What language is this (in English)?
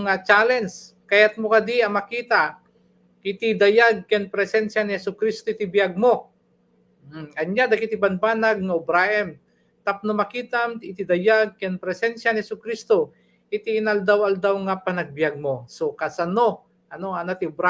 Iloko